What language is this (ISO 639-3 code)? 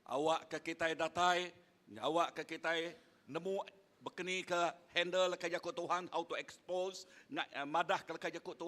iba